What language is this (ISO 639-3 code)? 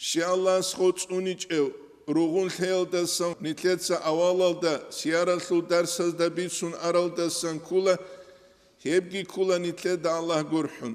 ava